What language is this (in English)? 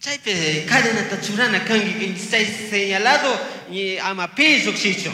Chimborazo Highland Quichua